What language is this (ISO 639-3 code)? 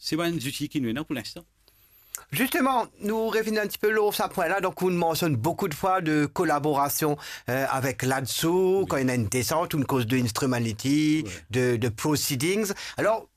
mfe